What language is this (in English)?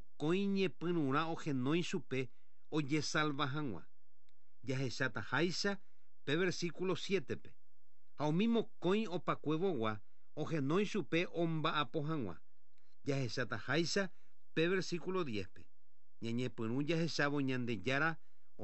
Guarani